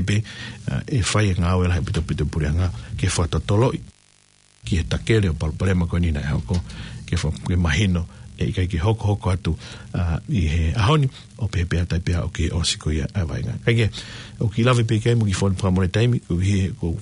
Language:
Tongan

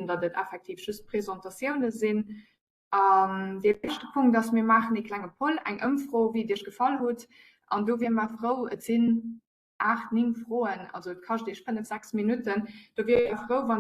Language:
Luxembourgish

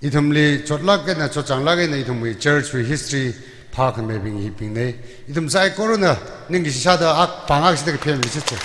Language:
Tangkhul Naga (India)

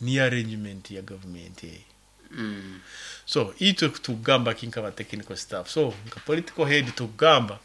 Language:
Nyoro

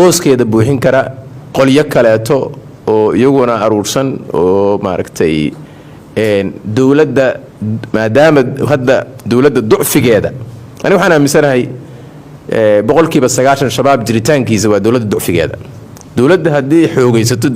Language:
Somali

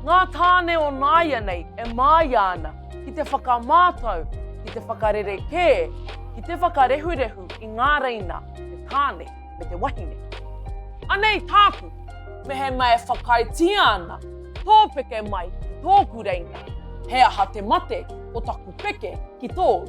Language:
Māori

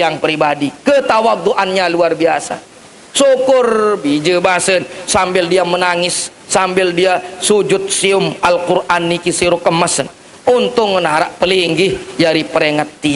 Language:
Sasak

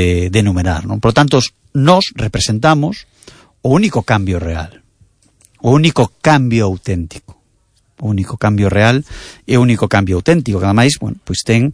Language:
Galician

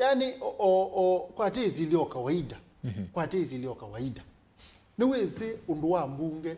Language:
Kamba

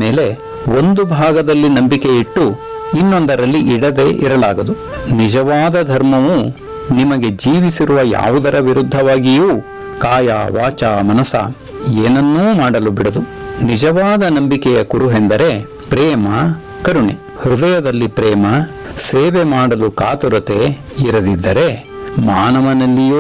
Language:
Kannada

